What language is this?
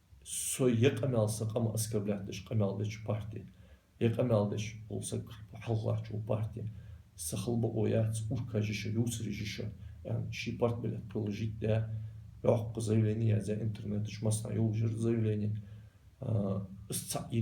Ingush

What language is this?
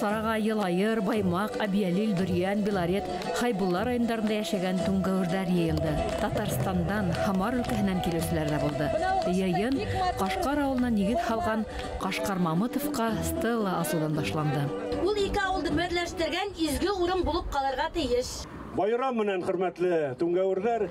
Bashkir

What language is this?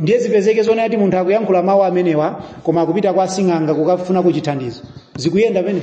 Nyanja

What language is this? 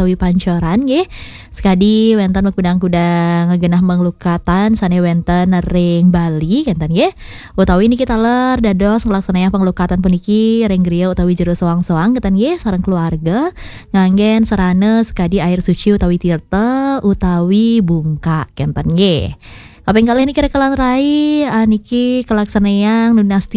Balinese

